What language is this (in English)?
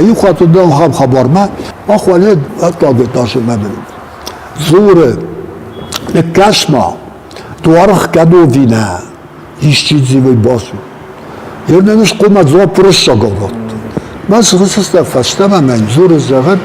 Ossetic